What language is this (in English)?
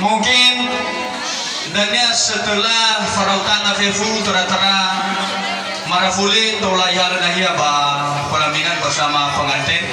Nias